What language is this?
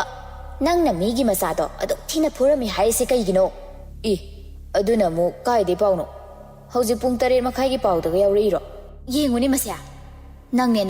Manipuri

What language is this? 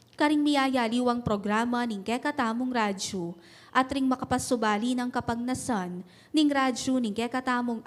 Pampanga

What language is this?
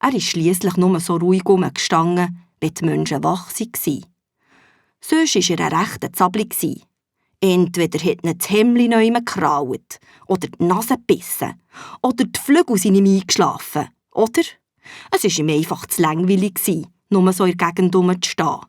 Swiss German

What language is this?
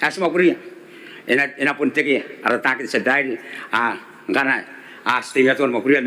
Gilbertese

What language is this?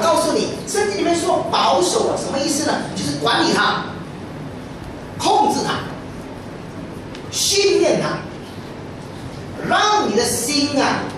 Chinese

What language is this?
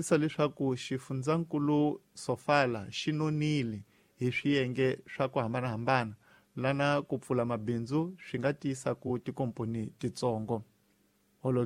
Tsonga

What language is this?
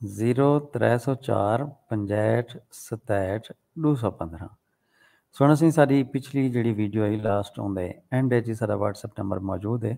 Saraiki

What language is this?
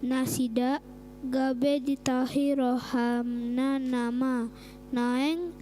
Batak Toba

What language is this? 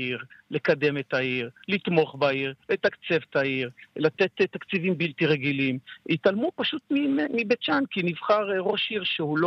Hebrew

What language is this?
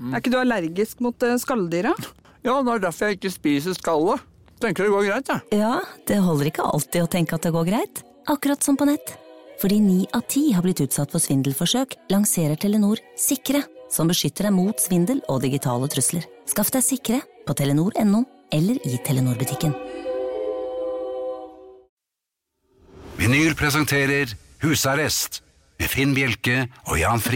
Norwegian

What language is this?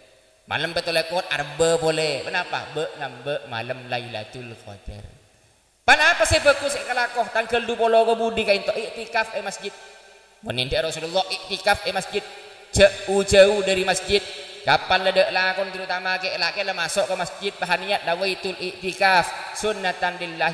Madurese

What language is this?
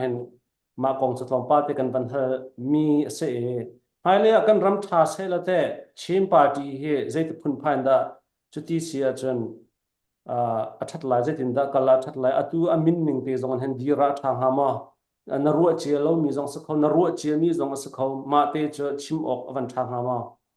Hakha Chin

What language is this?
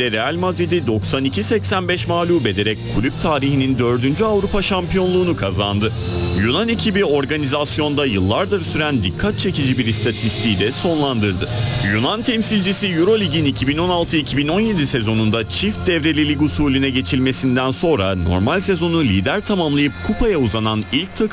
Turkish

